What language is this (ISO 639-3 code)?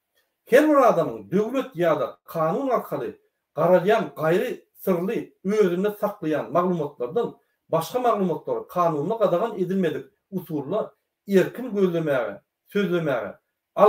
tuk